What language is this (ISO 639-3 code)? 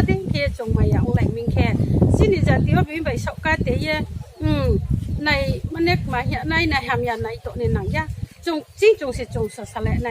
ria